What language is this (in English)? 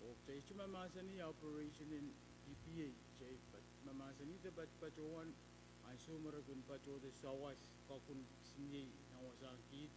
Pohnpeian